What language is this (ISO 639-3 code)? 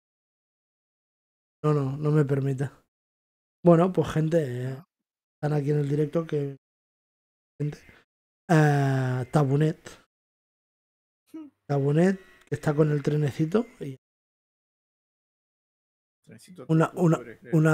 spa